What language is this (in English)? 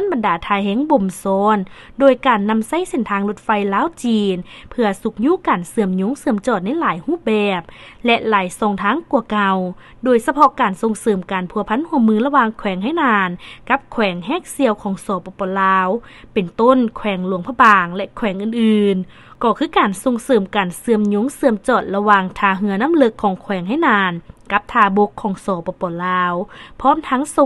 Lao